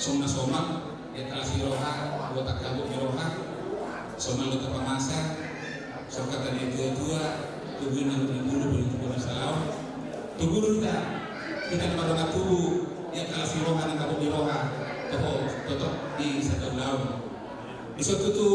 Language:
Batak Toba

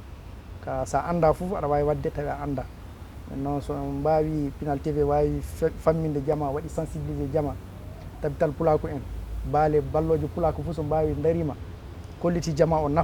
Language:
Fula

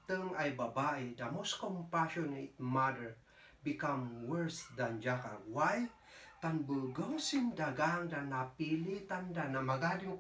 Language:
Kankanaey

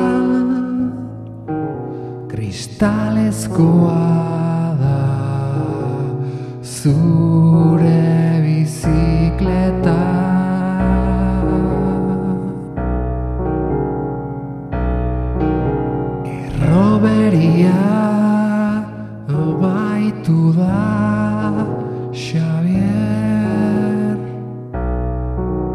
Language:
Basque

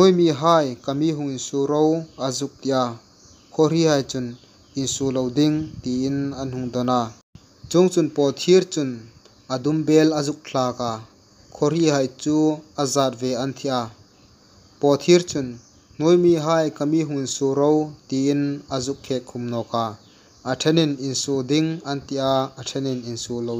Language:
Hmar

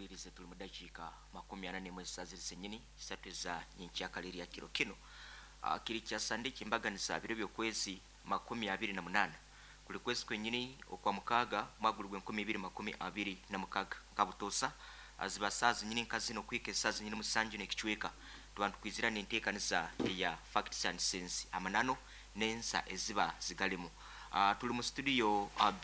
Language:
Nyoro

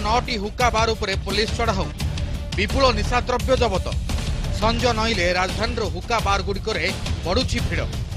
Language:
Odia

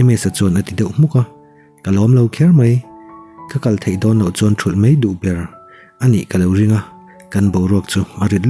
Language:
Mizo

